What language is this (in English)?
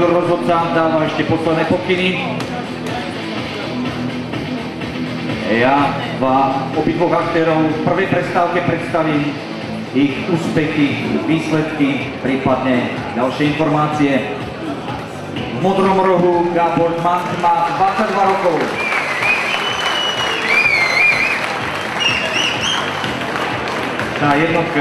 Slovak